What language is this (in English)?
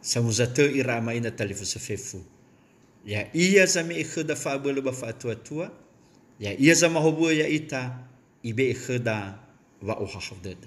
Nias